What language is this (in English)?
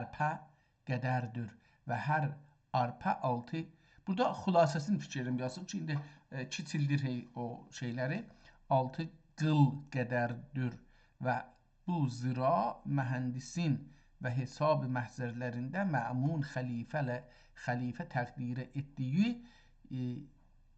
South Azerbaijani